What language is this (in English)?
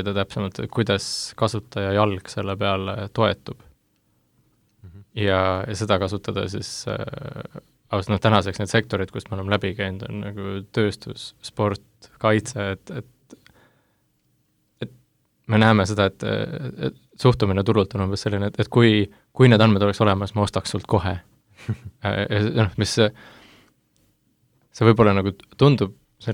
Estonian